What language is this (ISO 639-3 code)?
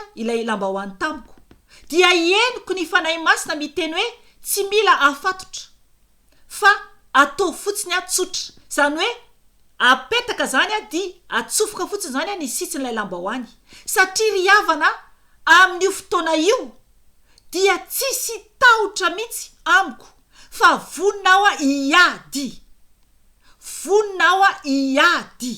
mlg